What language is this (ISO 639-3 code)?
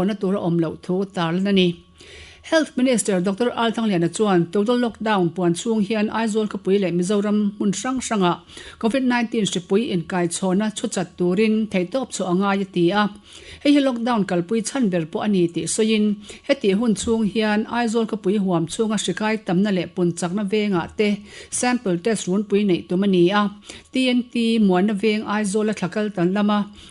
lus